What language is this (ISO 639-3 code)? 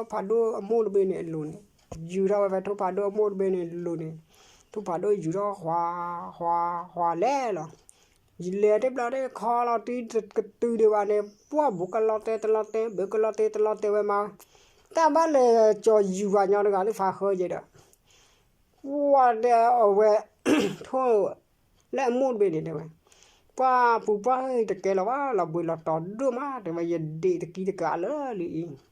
ksw